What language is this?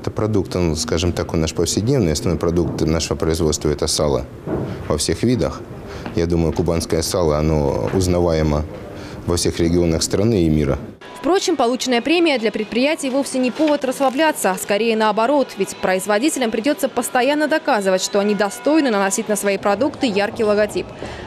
Russian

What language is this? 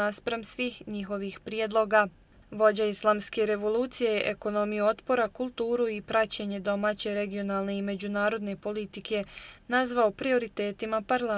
Bosnian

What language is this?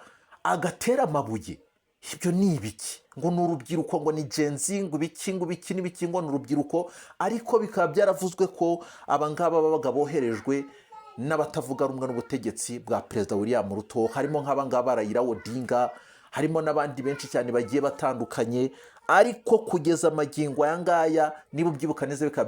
Kinyarwanda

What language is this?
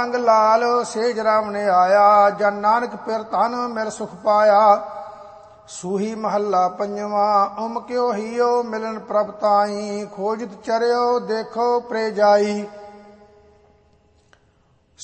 Punjabi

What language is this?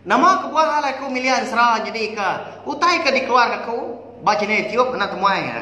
Iban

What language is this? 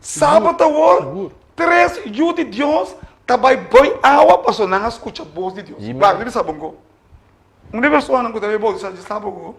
Papiamento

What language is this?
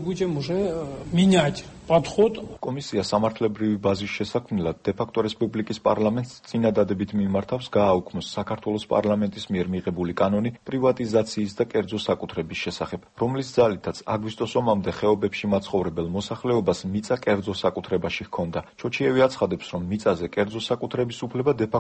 Georgian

